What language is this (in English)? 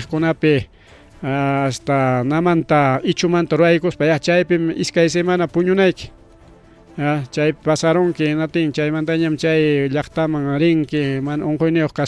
Ayacucho Quechua